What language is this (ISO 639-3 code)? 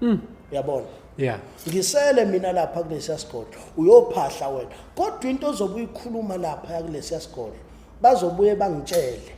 zul